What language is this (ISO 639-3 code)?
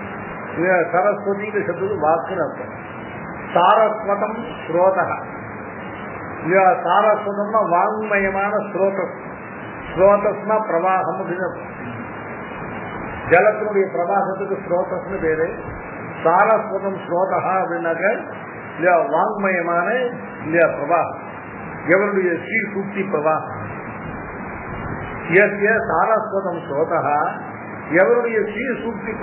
tam